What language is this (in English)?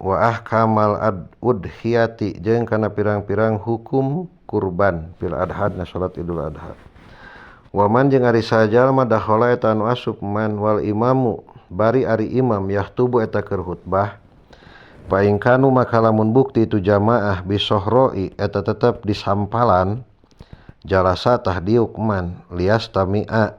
Sundanese